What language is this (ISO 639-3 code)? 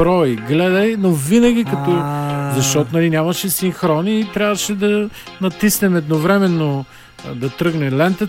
bul